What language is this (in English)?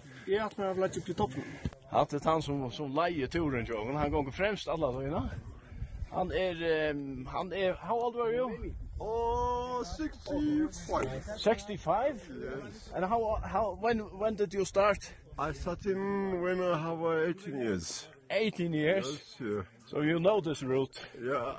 Faroese